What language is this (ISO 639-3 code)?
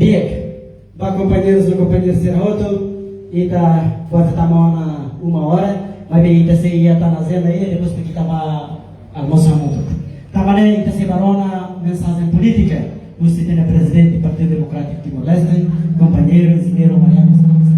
tet